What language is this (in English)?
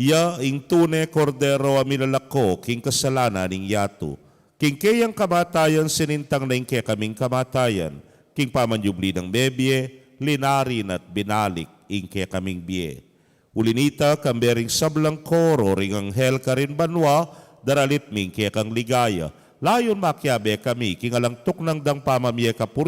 Pampanga